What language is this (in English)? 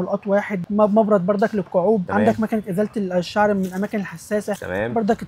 Egyptian Arabic